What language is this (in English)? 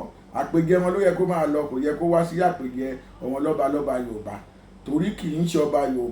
Yoruba